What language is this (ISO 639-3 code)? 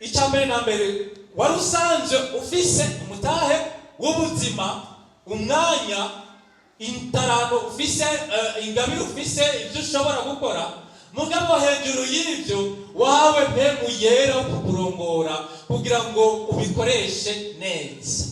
run